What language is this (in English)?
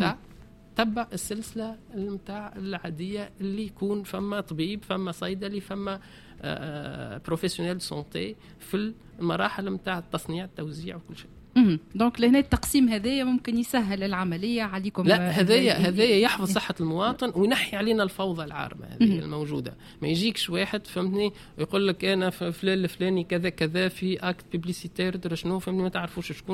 Tunisian Arabic